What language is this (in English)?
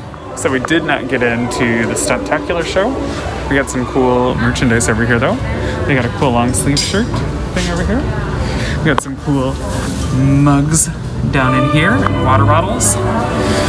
English